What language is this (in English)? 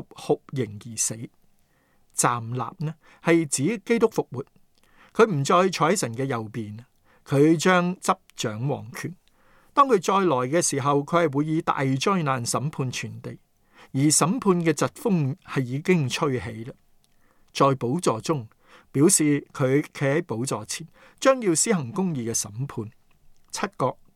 Cantonese